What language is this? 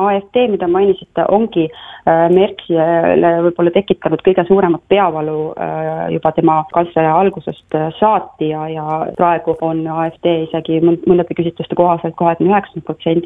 Estonian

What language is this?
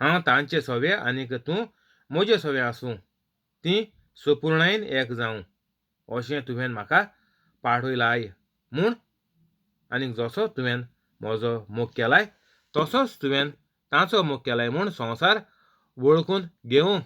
Konkani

